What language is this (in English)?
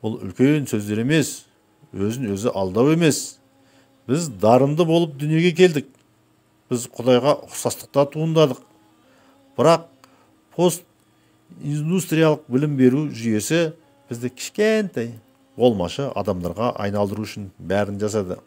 Kazakh